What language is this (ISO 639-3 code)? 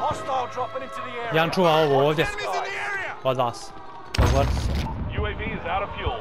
bos